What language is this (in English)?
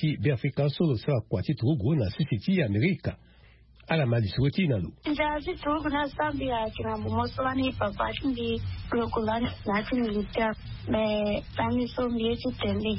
Sango